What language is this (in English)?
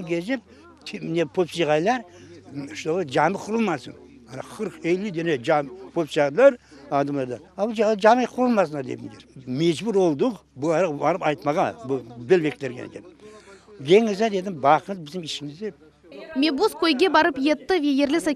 Crimean Tatar